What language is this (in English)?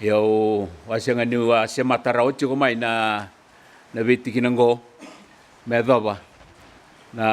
Fijian